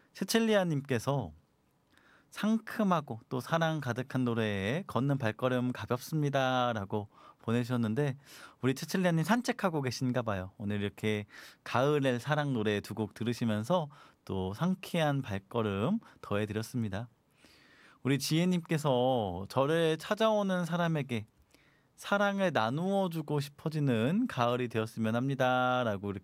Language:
Korean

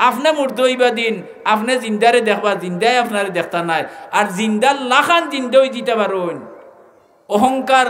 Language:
Sylheti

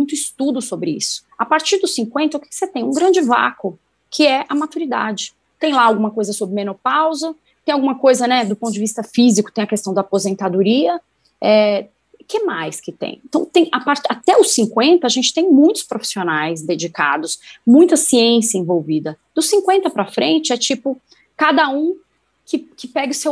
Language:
Portuguese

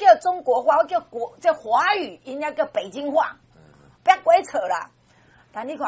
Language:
Min Nan Chinese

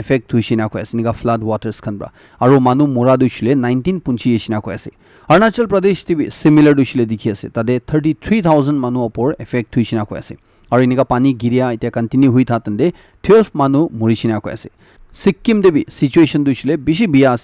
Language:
Naga Pidgin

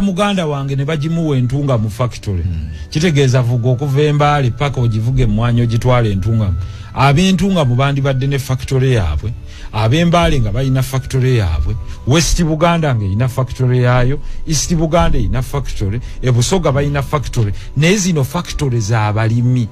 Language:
Ganda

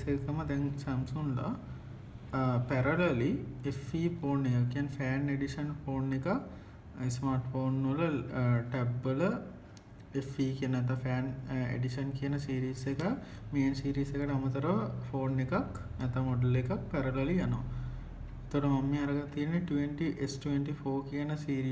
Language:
Sinhala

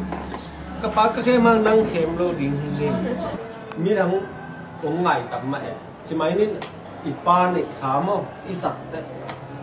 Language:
Tedim Chin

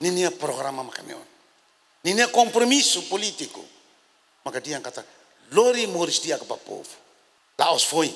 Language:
Tetum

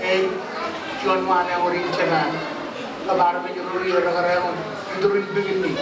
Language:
Marshallese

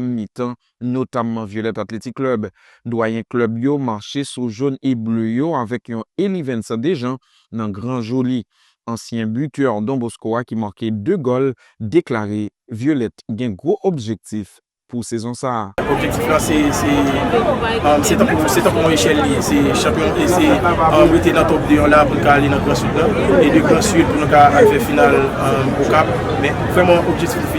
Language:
Haitian Creole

